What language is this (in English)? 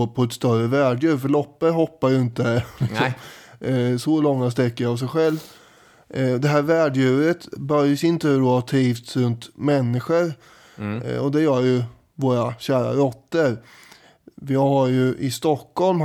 Swedish